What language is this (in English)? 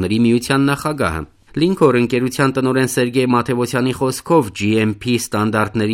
Armenian